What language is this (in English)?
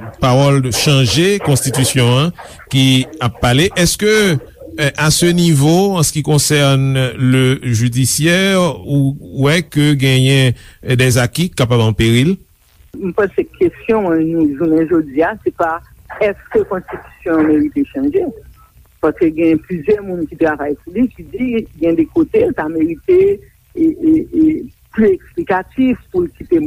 Haitian Creole